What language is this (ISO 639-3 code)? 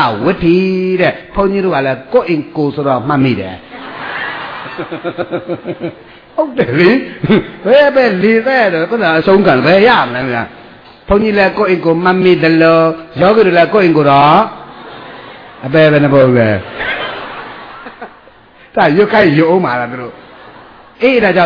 mya